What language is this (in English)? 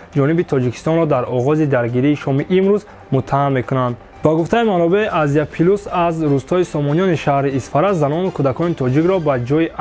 Tajik